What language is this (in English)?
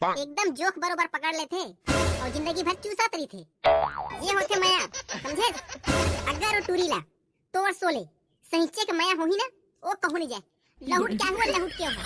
Chhattisgarhi